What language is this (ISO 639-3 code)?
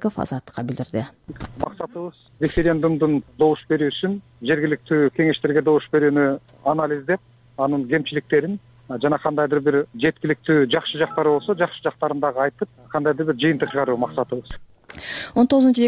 kir